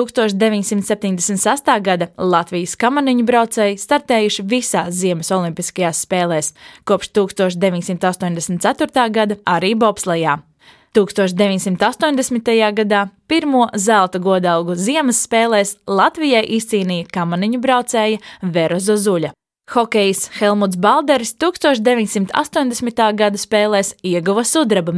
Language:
Latvian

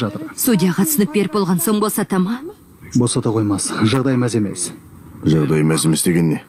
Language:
Kazakh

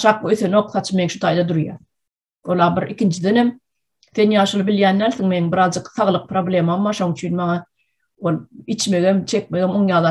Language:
Turkmen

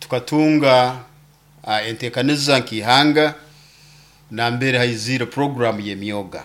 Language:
Nyoro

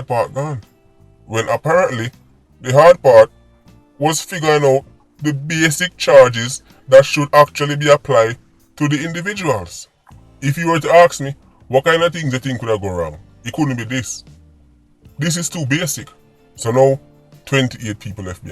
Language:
Jamaican Creole English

